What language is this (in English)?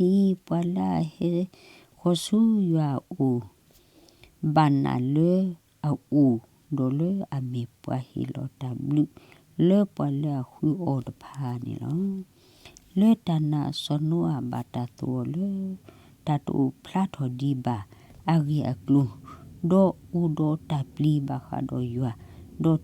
S'gaw Karen